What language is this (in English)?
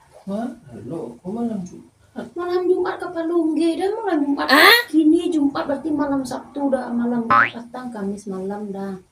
Minangkabau